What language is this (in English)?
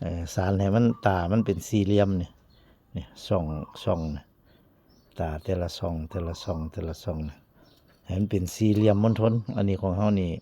Northeastern Thai